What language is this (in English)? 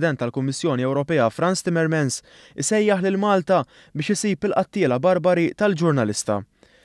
Maltese